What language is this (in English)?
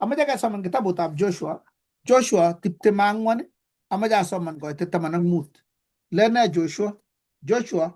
Kalenjin